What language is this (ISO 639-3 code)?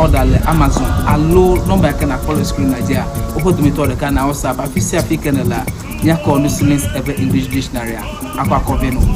ewe